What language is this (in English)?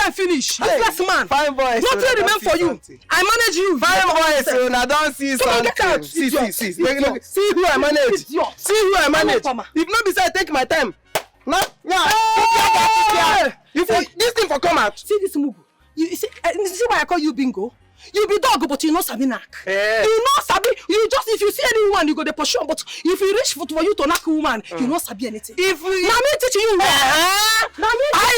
Nigerian Pidgin